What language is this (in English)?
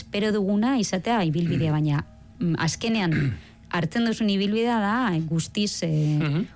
Basque